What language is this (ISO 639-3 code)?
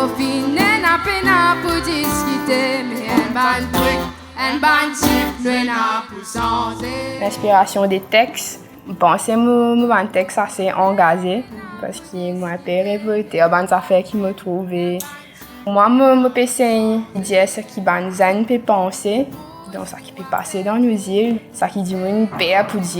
mfe